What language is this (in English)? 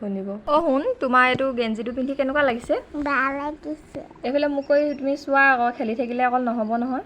Assamese